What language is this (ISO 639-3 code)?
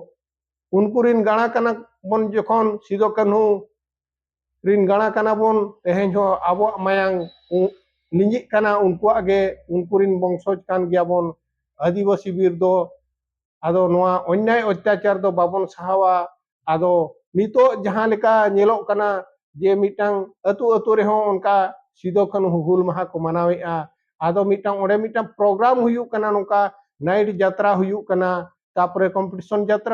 sat